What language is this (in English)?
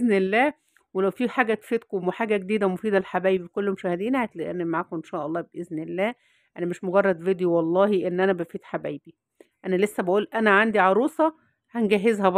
Egyptian Arabic